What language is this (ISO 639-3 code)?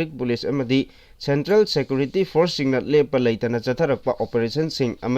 mni